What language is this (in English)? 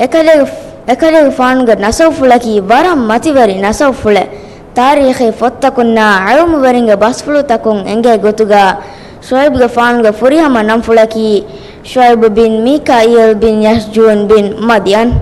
Divehi